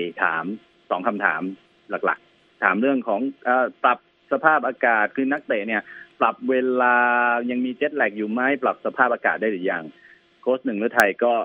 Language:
Thai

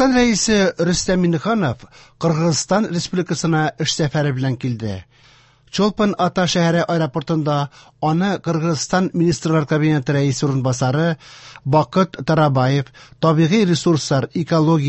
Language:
Tatar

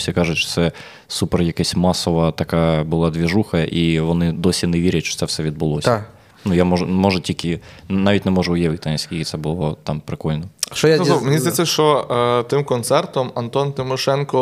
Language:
Ukrainian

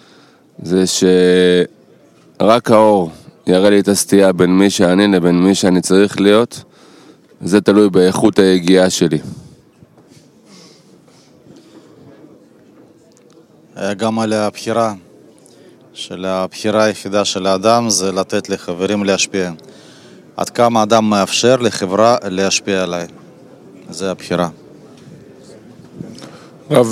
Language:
Hebrew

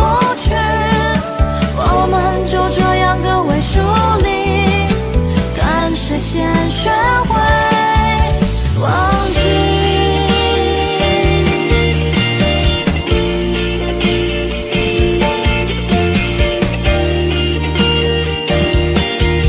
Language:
Chinese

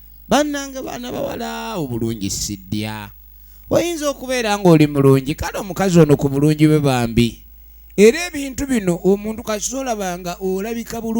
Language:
Ganda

